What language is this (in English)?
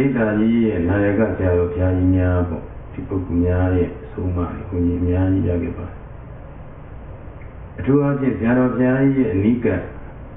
Burmese